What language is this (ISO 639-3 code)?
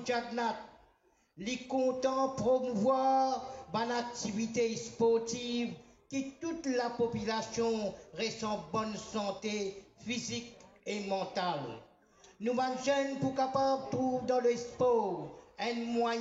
mfe